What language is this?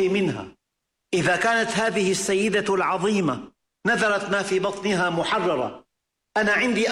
Arabic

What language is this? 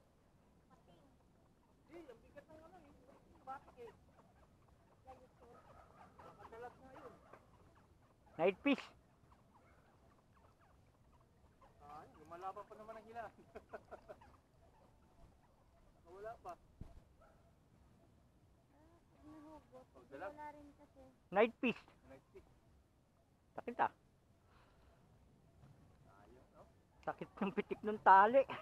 Filipino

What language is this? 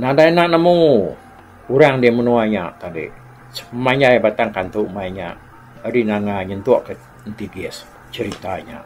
Iban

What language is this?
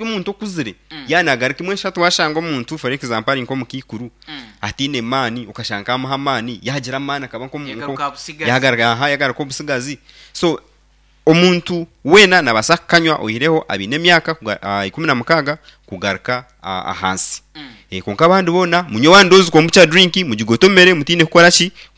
Nyankole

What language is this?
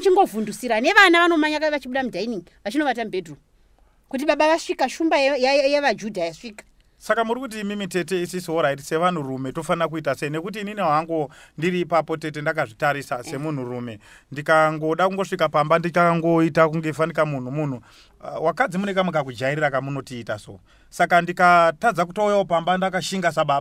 Shona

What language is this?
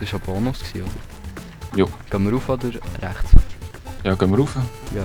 Swiss German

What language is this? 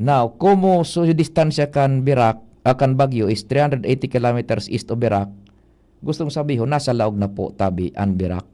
Bikol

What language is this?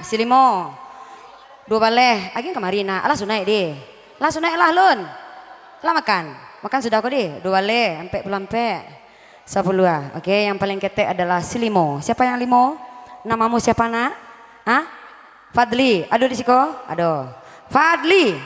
Minangkabau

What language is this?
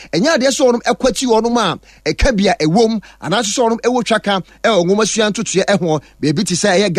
Akan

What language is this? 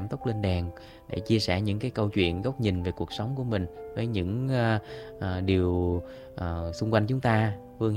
Vietnamese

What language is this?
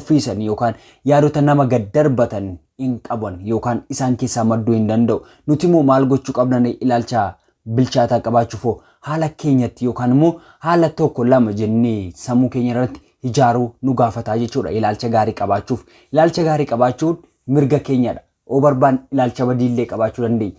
Oromo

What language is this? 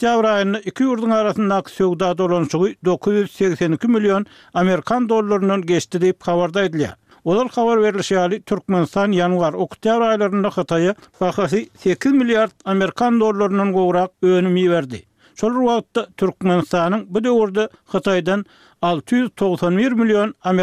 Turkmen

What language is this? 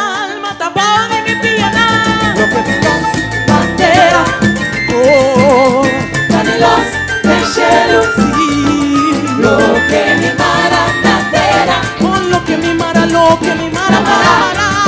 Papiamento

